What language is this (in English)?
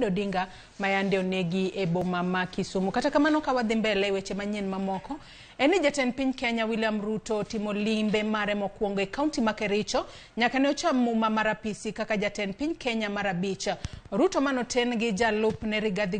Luo (Kenya and Tanzania)